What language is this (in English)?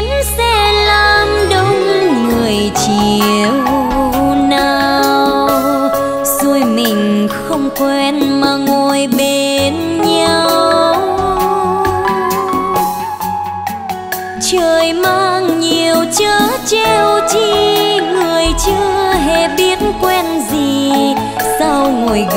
Vietnamese